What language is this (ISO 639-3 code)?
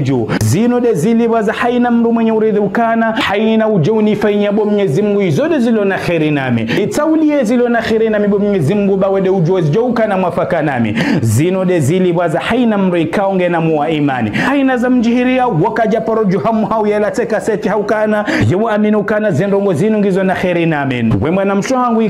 zdj